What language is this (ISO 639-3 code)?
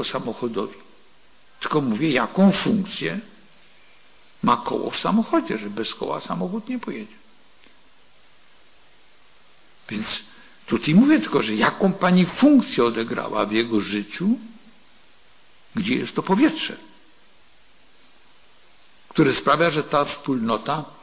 pol